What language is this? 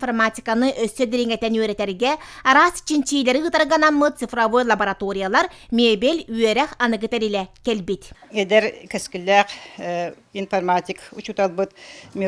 Yakut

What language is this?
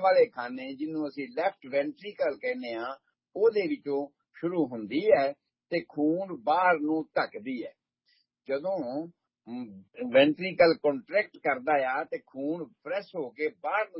Punjabi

